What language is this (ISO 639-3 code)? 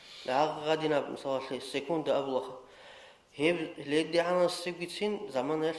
ava